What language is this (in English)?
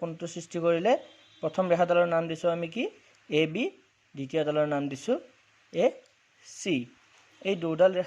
Assamese